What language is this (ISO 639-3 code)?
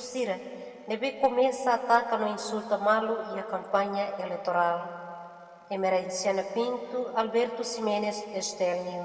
tet